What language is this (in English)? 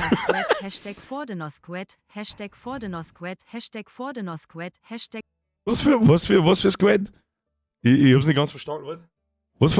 Bavarian